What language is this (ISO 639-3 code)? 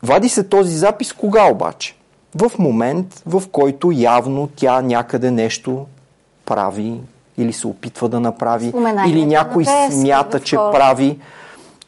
bul